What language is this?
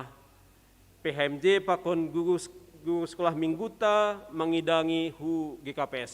Batak Simalungun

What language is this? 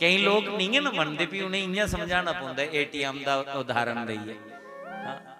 Dogri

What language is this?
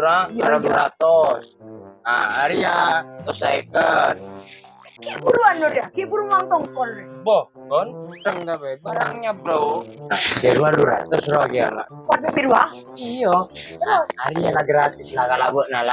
Madurese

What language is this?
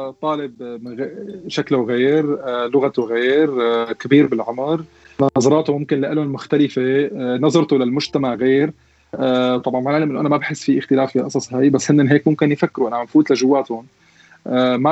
North Levantine Arabic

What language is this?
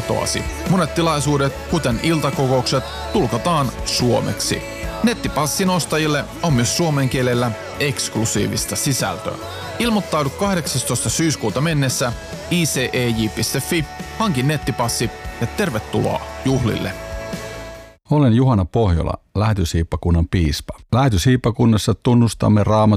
Finnish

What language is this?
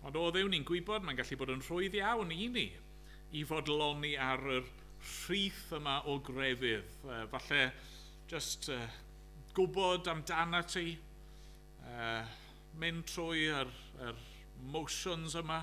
Welsh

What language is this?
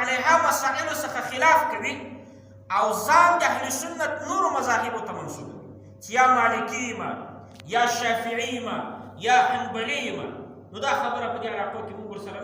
Pashto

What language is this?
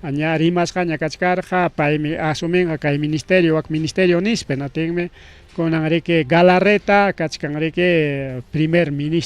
Ayacucho Quechua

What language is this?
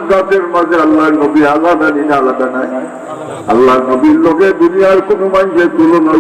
Sylheti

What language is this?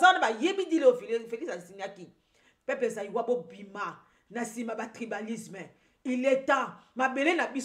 Lingala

